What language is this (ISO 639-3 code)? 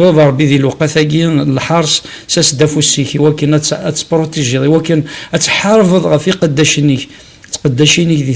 kab